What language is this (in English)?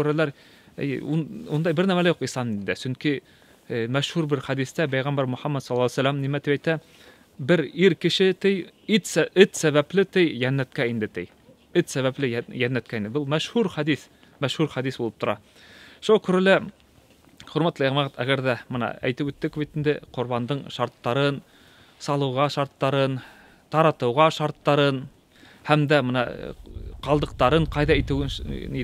Bashkir